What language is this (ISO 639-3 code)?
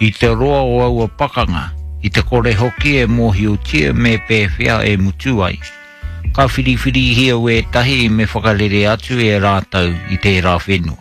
mri